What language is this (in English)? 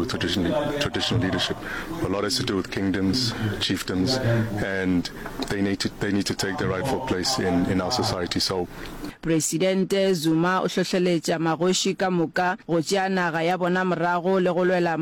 Northern Sotho